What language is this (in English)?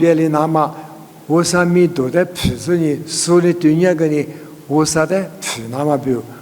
Lisu